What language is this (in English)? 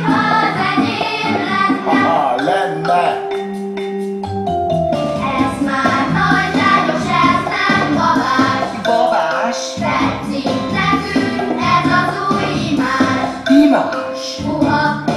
Hungarian